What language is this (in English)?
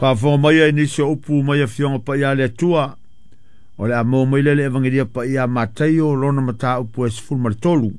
Samoan